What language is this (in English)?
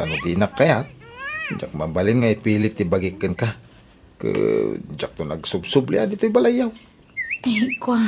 Iloko